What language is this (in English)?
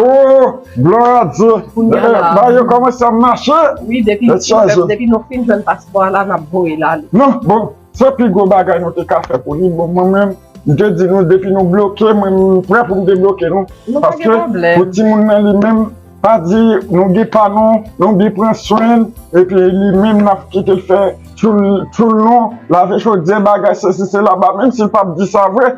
Haitian Creole